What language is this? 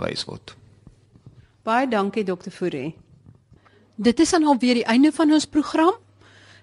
Afrikaans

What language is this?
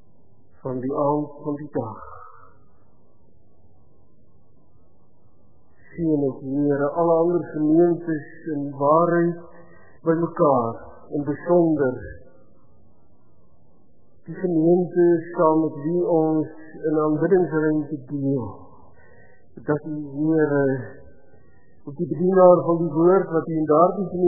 Afrikaans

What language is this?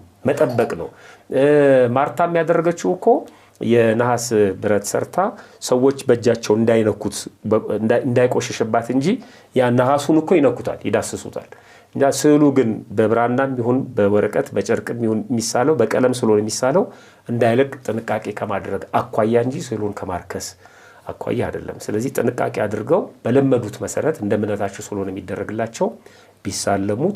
Amharic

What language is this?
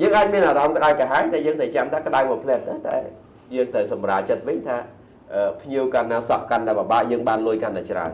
Khmer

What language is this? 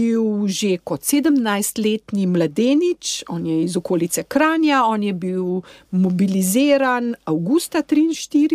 Slovenian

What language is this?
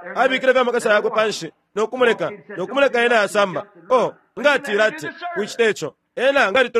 Bemba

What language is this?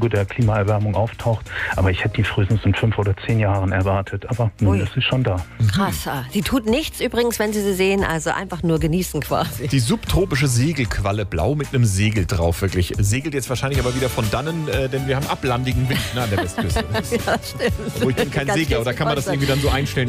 German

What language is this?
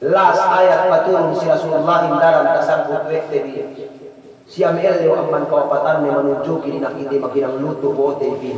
Yakan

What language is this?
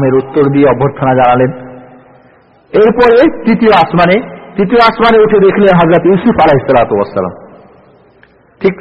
Bangla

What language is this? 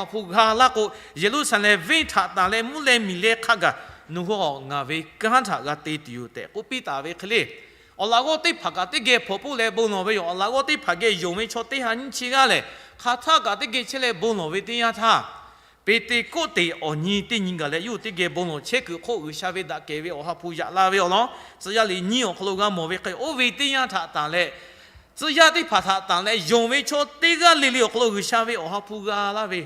Lahu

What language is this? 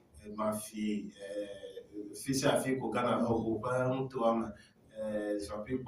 Ewe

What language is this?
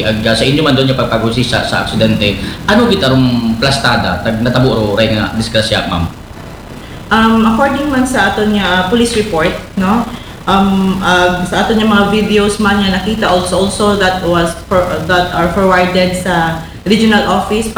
Aklanon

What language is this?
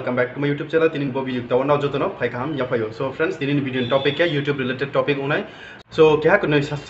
Riang (India)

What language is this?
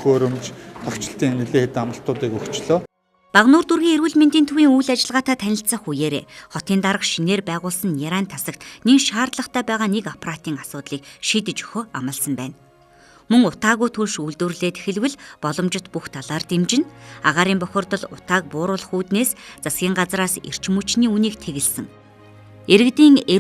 Mongolian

